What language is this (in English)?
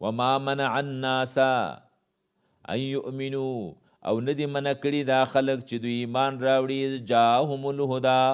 Pashto